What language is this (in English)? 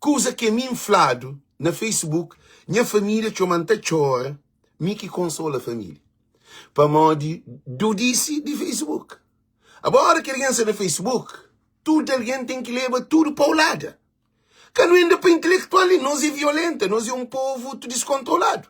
Kabuverdianu